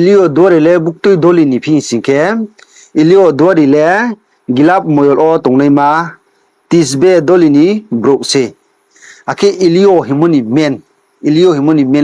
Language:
Riang (India)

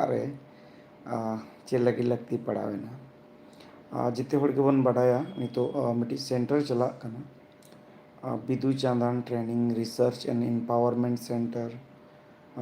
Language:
Santali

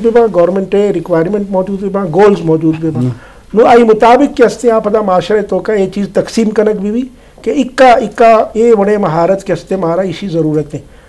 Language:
Baluchi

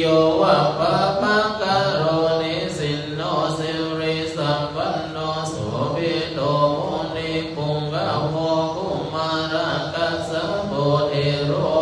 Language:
Pali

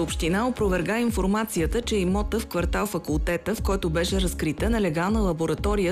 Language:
Bulgarian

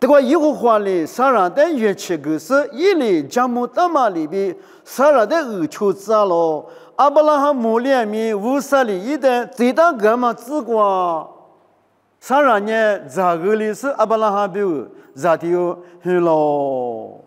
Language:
Lisu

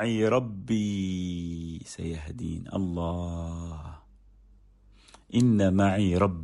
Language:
Arabic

